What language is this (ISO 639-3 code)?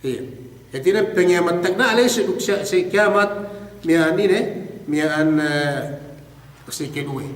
yka